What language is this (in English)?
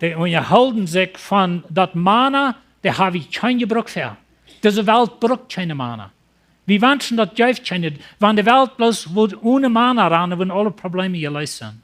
Plautdietsch